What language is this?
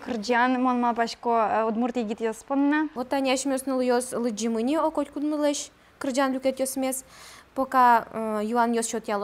Udmurt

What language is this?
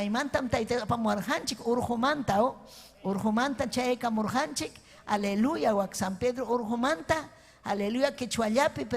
Ayacucho Quechua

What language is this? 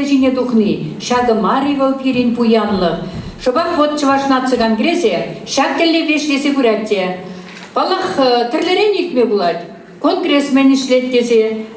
Chuvash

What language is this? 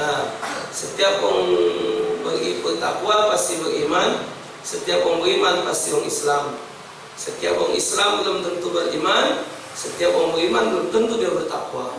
Musi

